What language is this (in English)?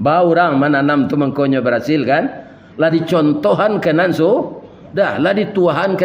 Minangkabau